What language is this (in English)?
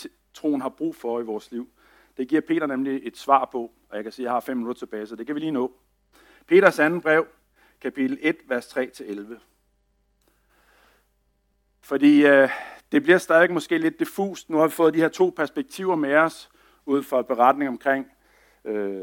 Danish